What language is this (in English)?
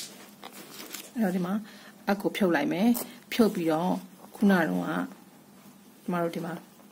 Burmese